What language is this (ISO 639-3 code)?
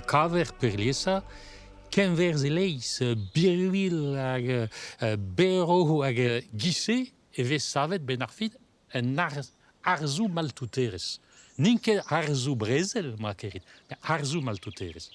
bre